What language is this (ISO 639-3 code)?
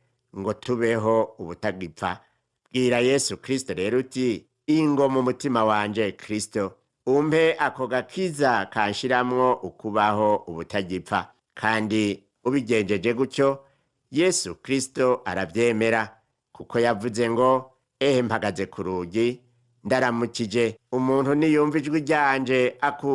run